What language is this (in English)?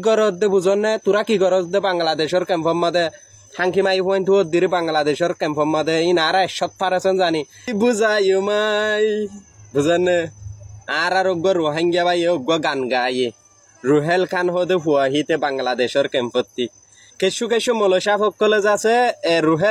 Rohingya